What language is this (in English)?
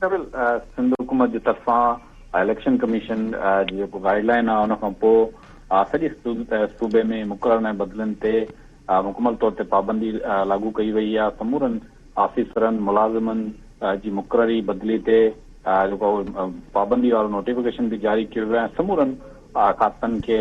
Sindhi